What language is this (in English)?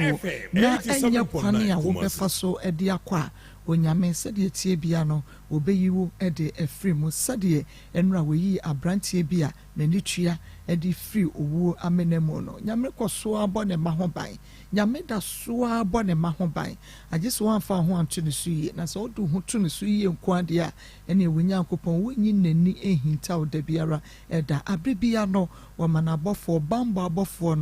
Akan